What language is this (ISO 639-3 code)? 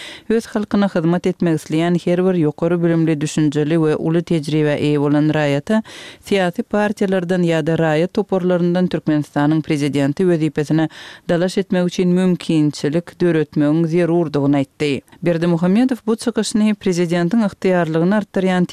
tuk